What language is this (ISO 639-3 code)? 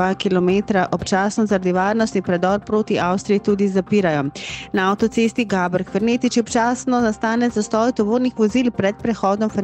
slv